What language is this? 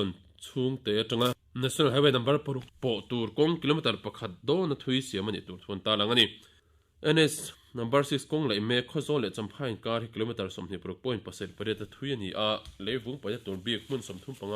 Mizo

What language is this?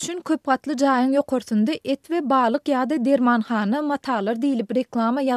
Turkmen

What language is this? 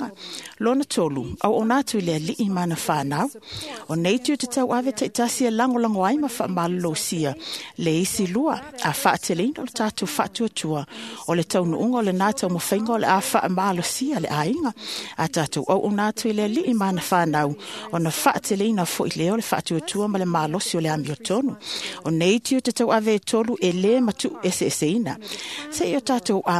Samoan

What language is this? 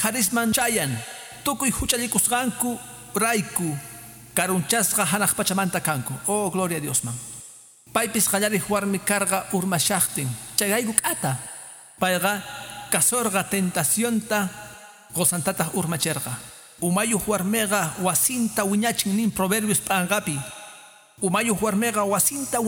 Quechua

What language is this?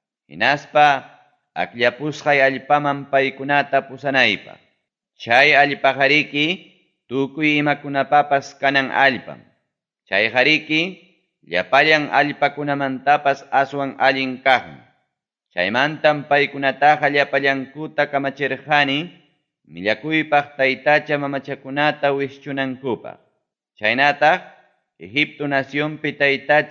Ayacucho Quechua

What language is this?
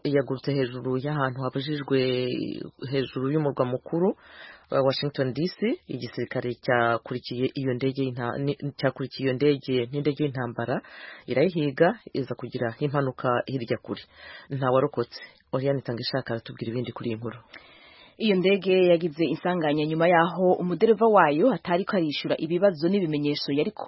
Kinyarwanda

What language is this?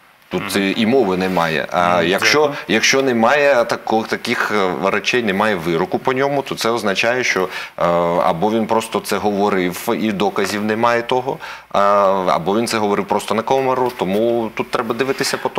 Ukrainian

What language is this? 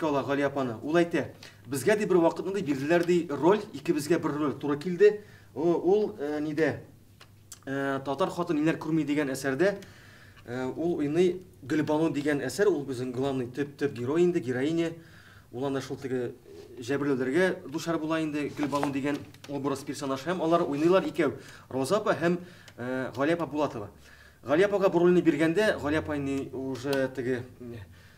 Tatar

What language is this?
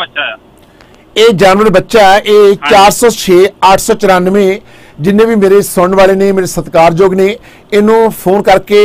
Punjabi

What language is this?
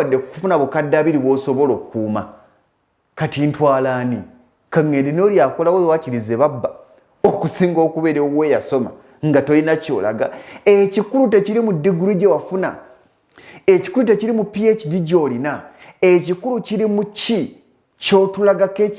Ganda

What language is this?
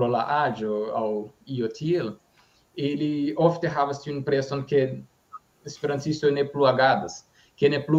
Esperanto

